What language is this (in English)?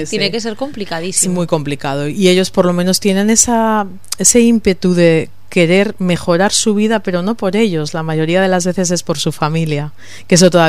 Spanish